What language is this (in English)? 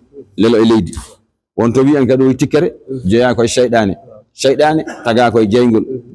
Fula